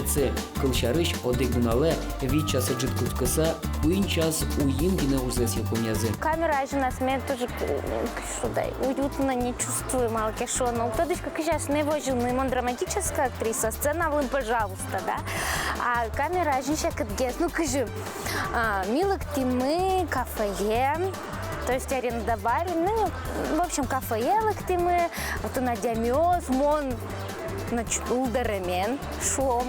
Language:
Udmurt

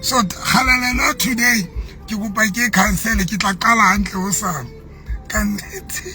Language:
Southern Sotho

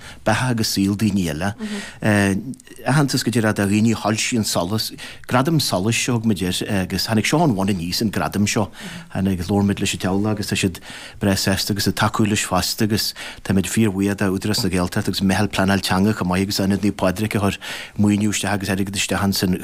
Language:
Irish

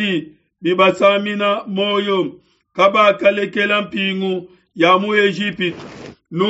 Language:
Luba-Lulua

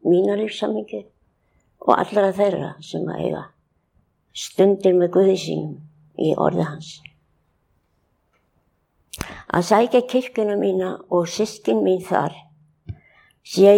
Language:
Icelandic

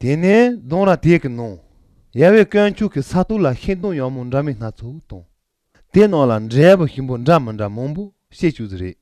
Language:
Latvian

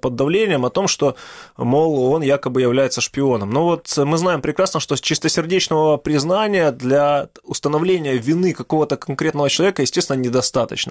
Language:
Russian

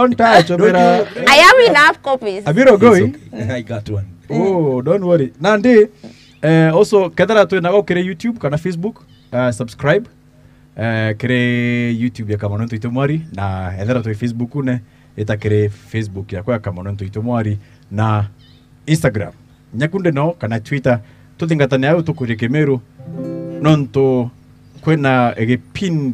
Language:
Meru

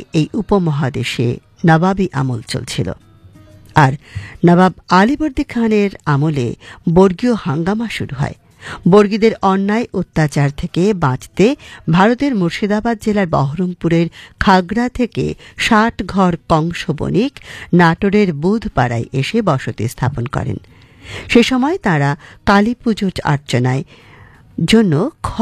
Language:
Bangla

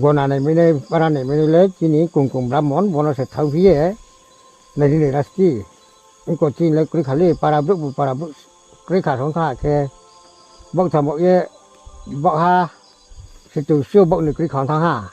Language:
Riang (India)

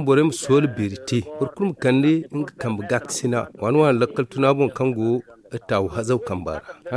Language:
Zarma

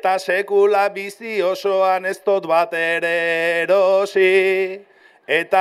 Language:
Basque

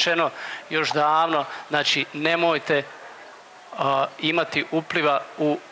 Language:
Croatian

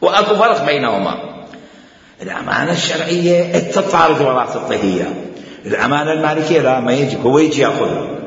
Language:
Mesopotamian Arabic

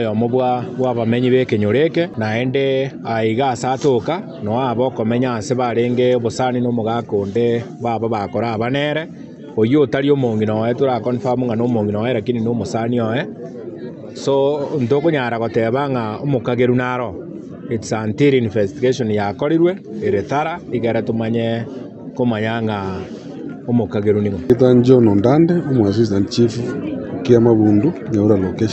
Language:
Gusii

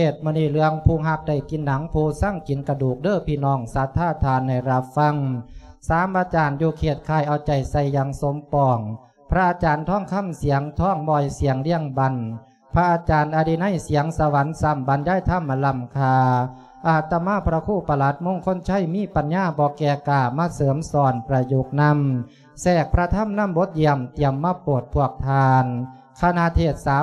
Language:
Lao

